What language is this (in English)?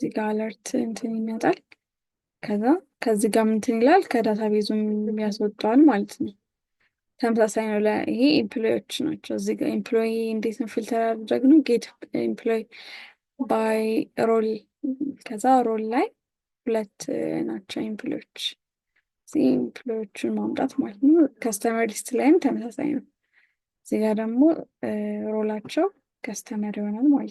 Amharic